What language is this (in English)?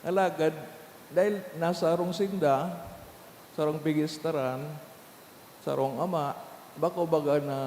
Bikol